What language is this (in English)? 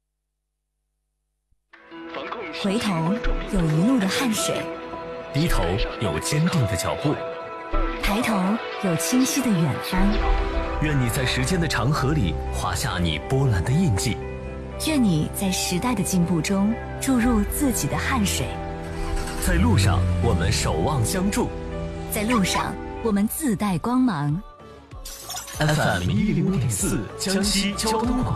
Chinese